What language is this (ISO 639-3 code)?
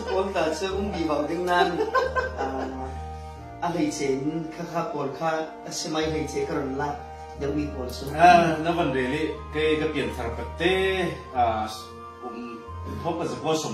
cfm